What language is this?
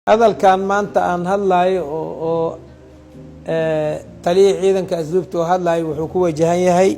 Somali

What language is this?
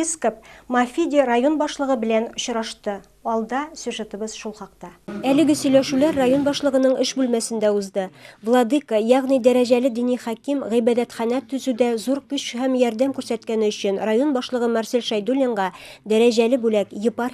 Tatar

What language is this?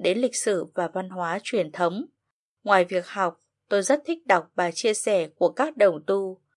Vietnamese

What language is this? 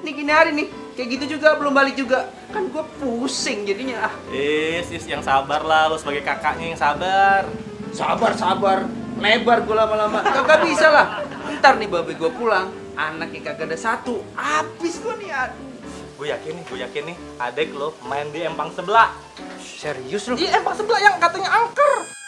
Betawi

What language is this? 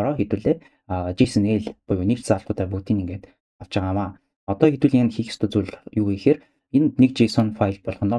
Mongolian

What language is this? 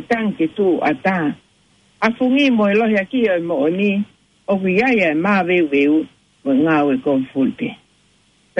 Tongan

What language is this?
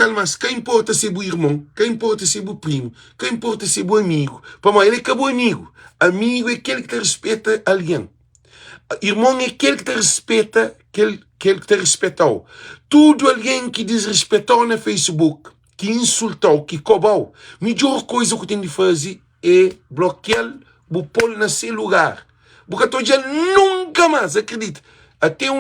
Kabuverdianu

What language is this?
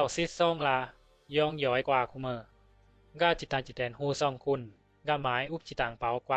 Bisu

